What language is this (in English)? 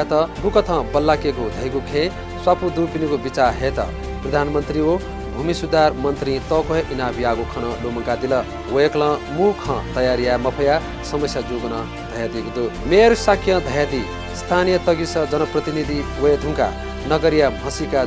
Newari